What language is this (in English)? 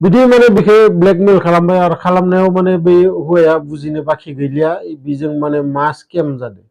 Bodo